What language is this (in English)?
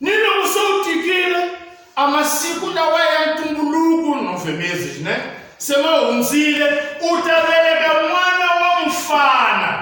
Tsonga